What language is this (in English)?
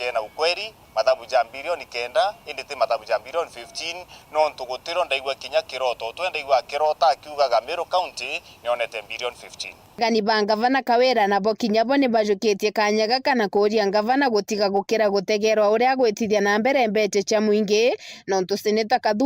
Meru